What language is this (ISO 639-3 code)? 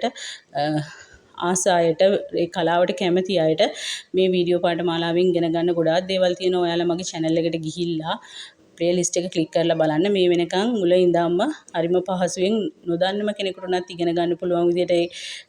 sin